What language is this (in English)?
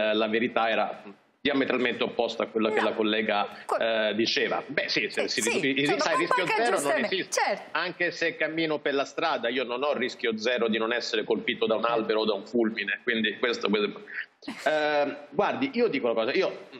Italian